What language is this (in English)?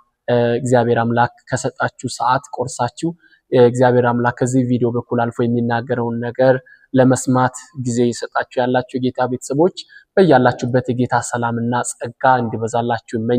Amharic